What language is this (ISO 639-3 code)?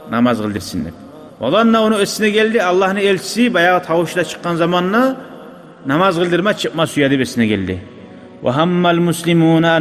kum